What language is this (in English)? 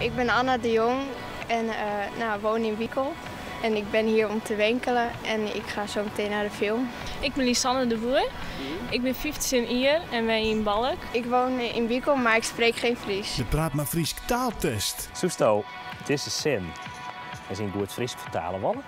Western Frisian